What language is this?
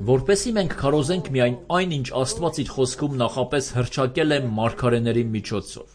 Armenian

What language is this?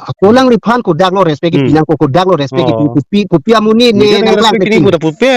Karbi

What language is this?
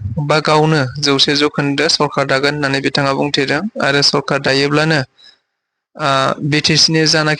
Bodo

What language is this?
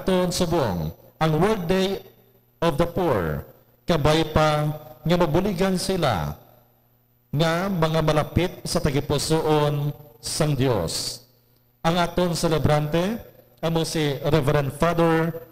Hiligaynon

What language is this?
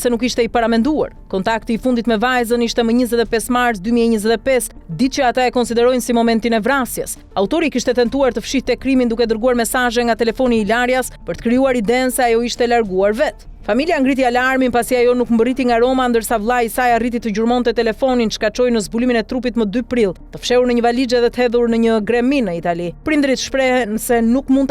Albanian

